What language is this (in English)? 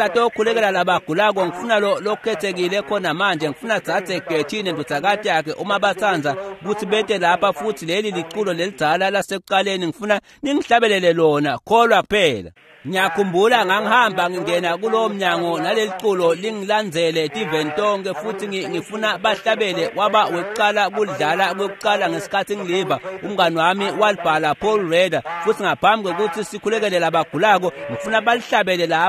Swati